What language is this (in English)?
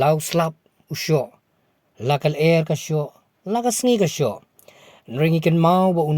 Khasi